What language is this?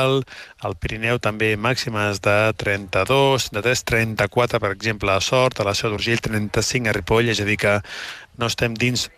Catalan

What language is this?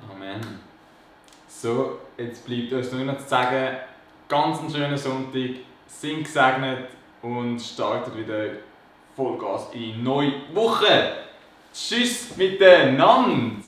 Swiss German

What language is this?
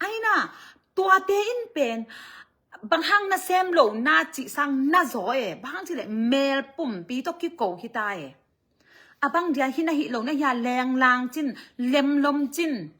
Tedim Chin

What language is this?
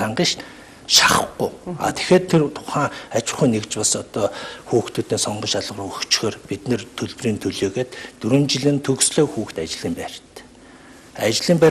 Mongolian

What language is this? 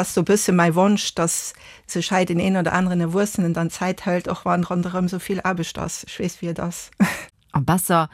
Luxembourgish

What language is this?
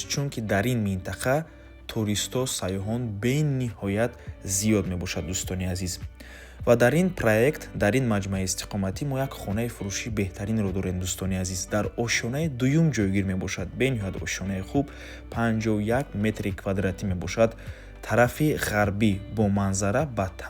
Tajik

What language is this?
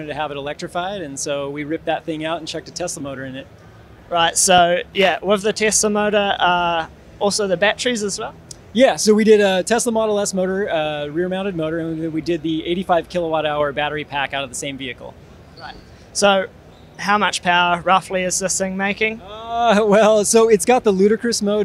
English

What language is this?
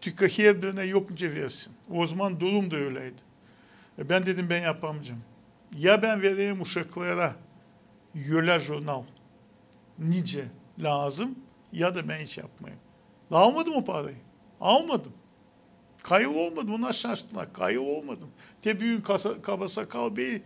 Gagauz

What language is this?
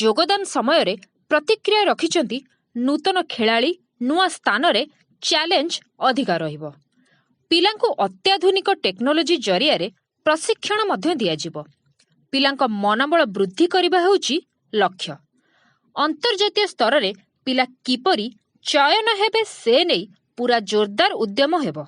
Odia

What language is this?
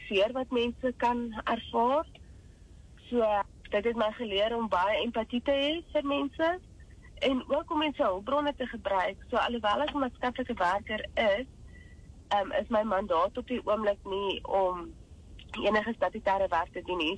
Afrikaans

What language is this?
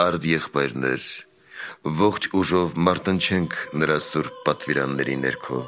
Armenian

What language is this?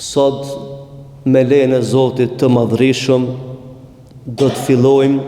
Albanian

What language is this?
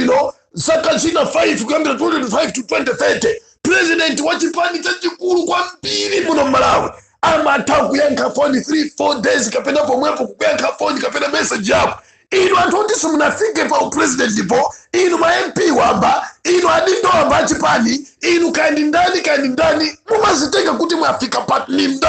Nyanja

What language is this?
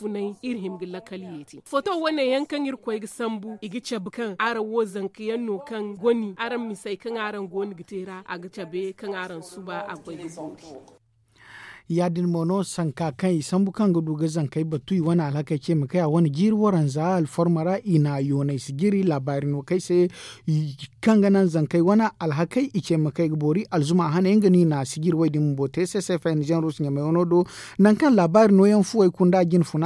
Zarma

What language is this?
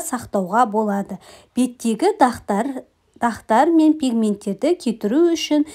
Kazakh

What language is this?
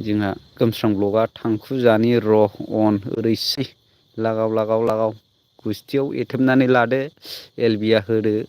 Bodo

